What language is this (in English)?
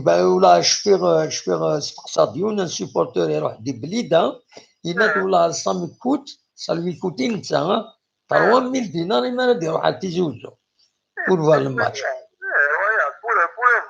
Kabyle